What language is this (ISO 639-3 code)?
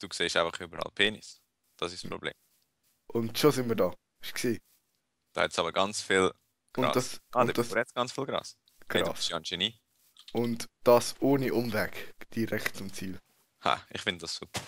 gsw